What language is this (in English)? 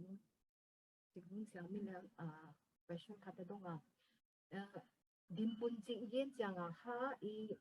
Paite Chin